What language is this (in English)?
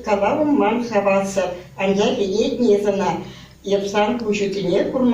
Chuvash